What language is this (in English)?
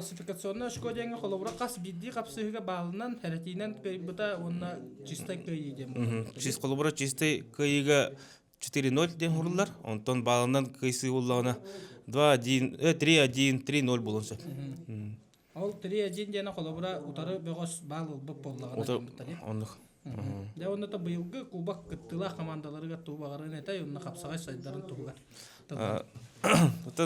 Yakut